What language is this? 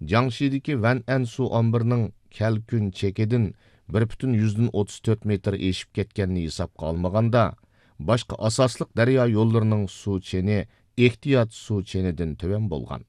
Uyghur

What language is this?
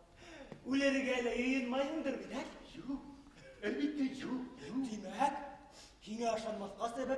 Bashkir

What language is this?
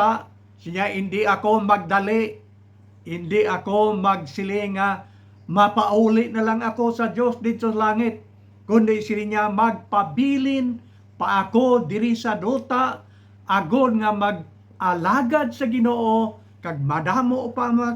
Hiligaynon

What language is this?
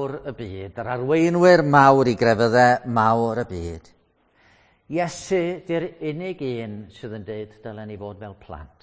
Welsh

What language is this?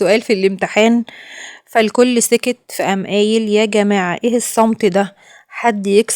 Egyptian Arabic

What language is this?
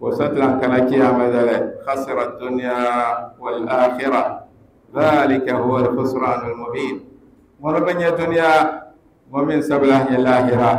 Dagbani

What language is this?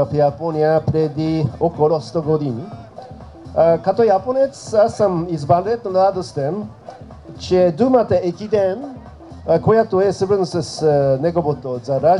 Bulgarian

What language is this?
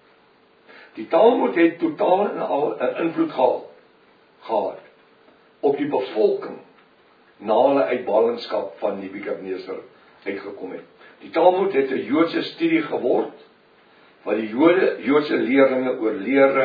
Afrikaans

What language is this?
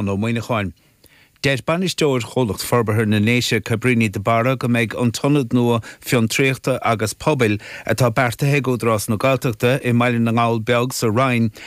Irish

